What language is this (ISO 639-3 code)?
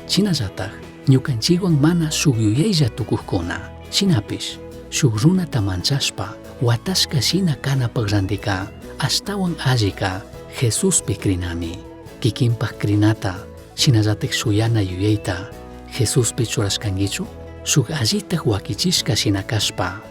qug